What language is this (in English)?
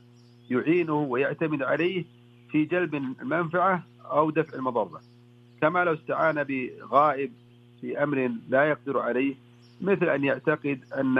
Arabic